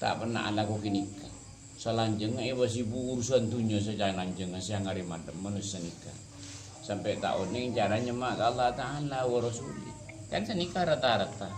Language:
Madurese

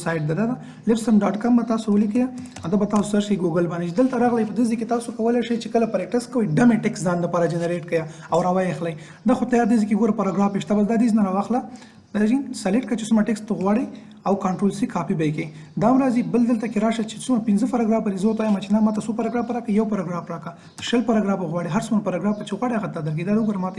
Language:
Pashto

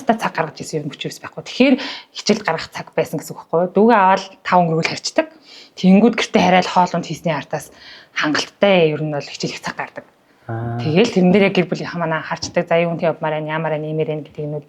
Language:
Mongolian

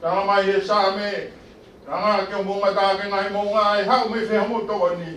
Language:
Tongan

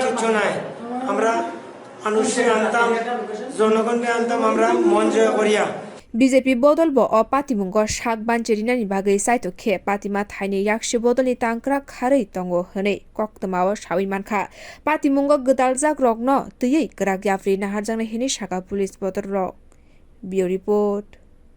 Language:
Kok Borok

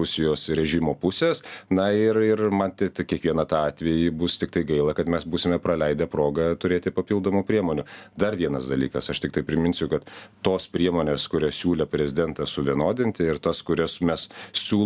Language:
Lithuanian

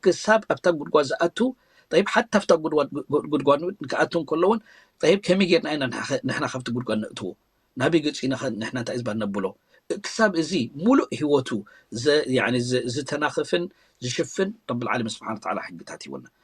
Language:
Tigrinya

